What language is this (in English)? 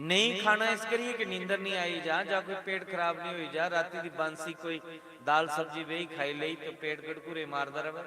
Dogri